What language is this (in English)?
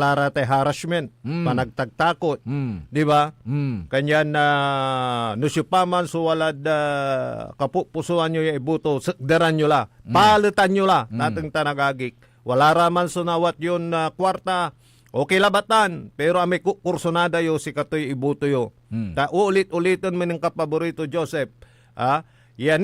Pangasinan